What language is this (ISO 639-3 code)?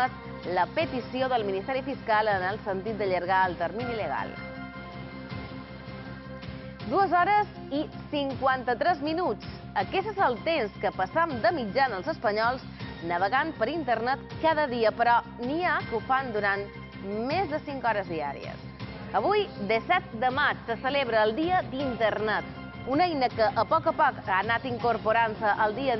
cat